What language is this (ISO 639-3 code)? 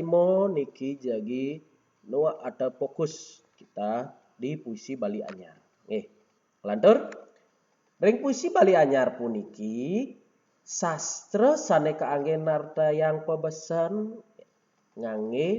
ban